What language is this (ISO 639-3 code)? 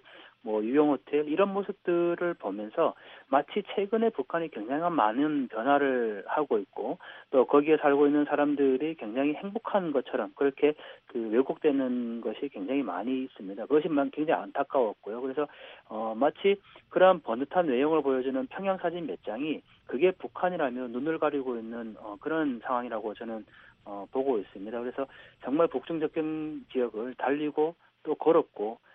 kor